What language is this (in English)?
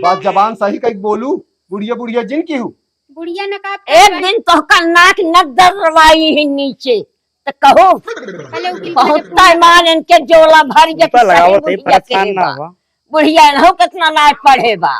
Awadhi